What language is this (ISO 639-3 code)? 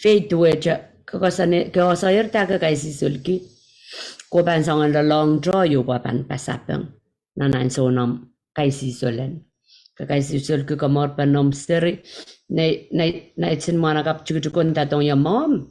pon